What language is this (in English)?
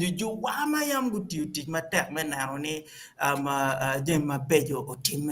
Acoli